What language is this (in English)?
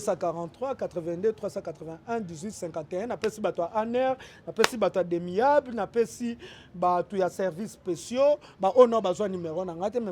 Lingala